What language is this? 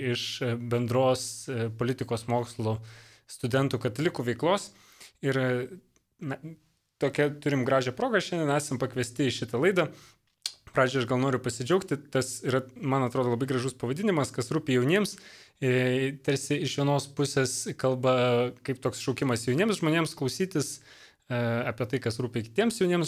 Lithuanian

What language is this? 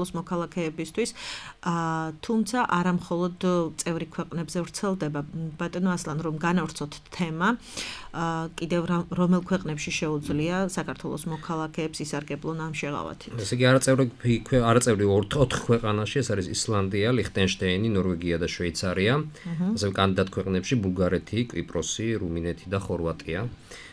Georgian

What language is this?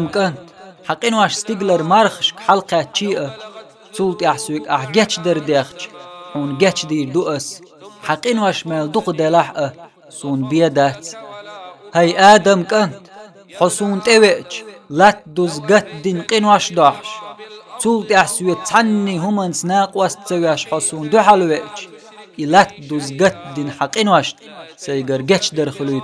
Chechen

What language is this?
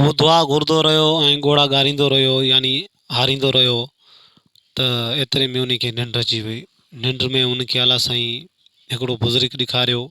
Sindhi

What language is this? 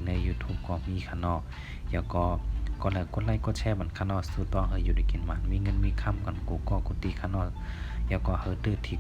Shan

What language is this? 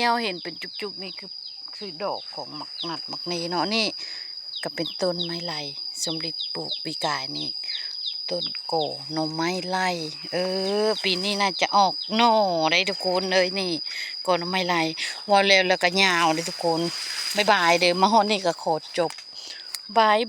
Lao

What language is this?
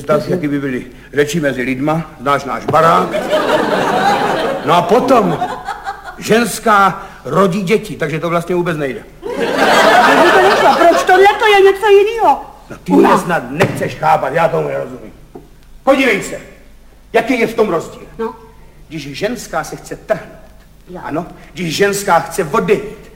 Czech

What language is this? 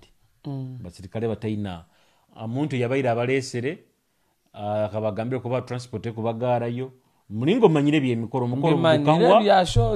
Nyoro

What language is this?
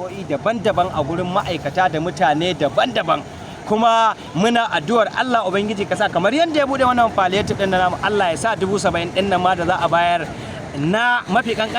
Hausa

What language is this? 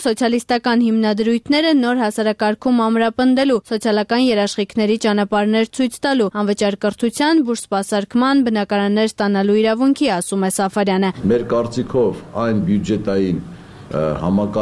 Armenian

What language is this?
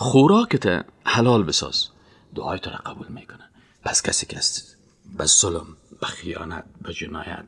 Persian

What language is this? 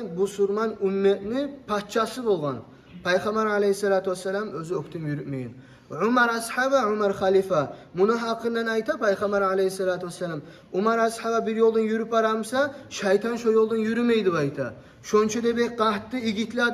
Kumyk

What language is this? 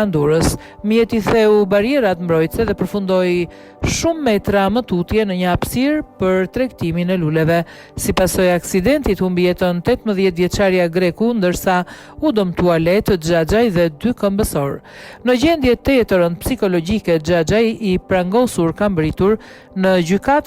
Albanian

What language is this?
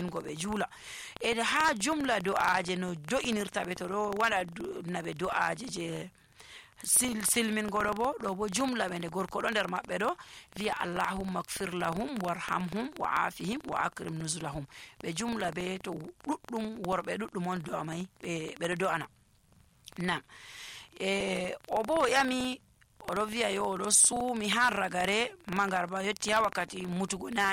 Nigerian Fulfulde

